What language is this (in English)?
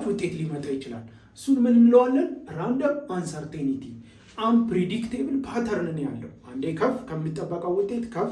Amharic